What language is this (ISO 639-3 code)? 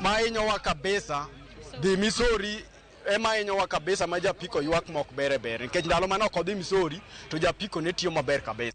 luo